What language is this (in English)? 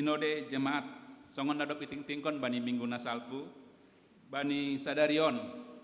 Batak Simalungun